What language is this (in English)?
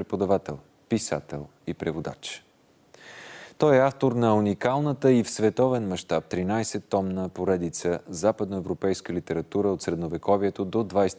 Bulgarian